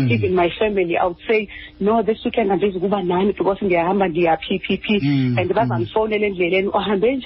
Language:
Xhosa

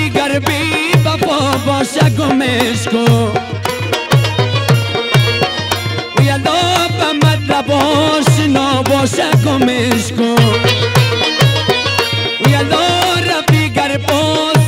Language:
Persian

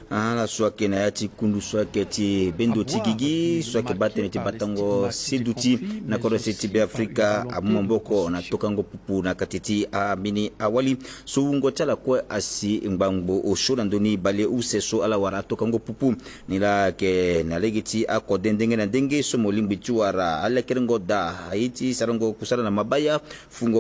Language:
Sango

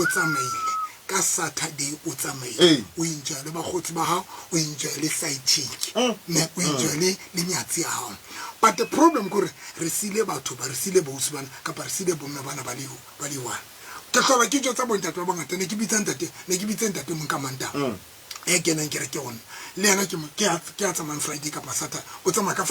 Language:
Tswana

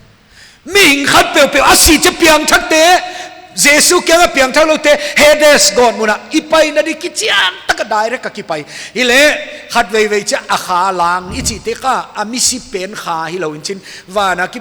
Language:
Paite Chin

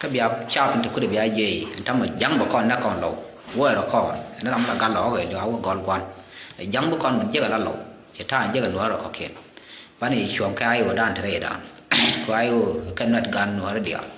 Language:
Nuer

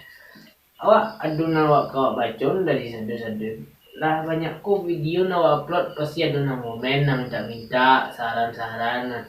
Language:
Minangkabau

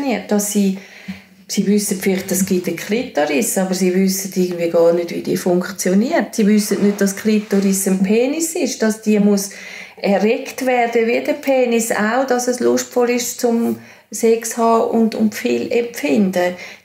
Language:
Swiss German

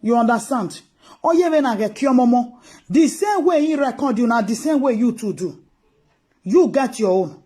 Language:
Nigerian Pidgin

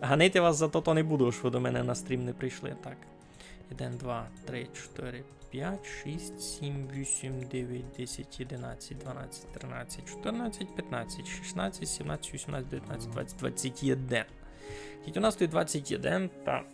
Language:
Rusyn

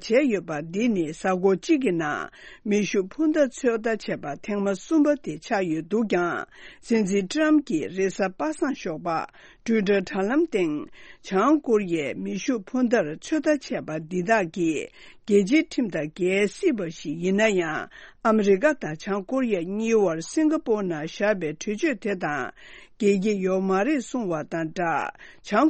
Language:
Tibetan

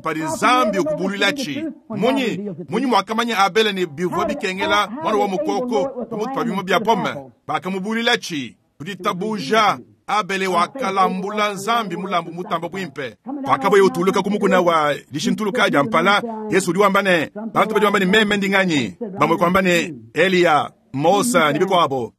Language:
Luba-Lulua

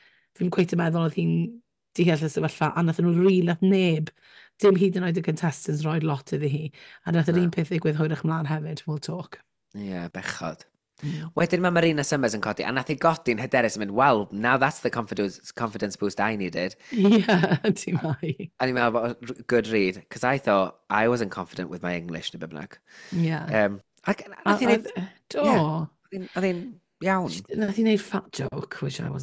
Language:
Welsh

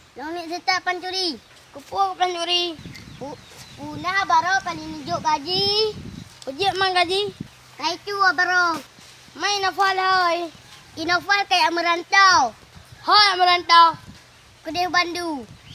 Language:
Achinese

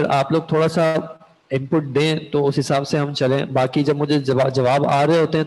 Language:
Urdu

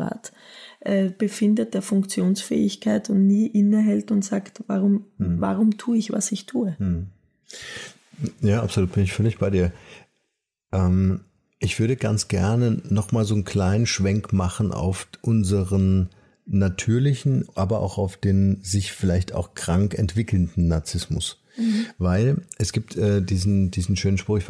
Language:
German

